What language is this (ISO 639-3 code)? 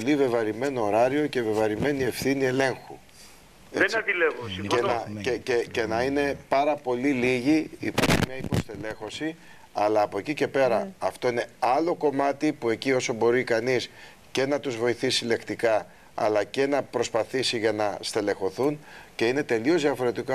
ell